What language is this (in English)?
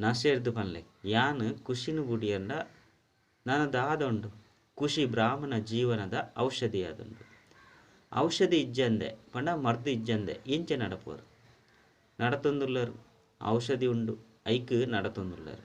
Tulu